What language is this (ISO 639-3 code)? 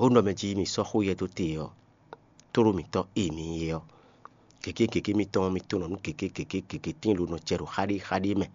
fon